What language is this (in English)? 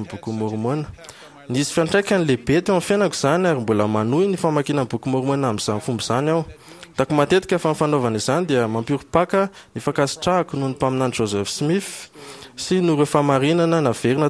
Malagasy